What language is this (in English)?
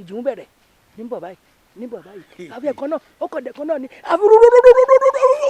Yoruba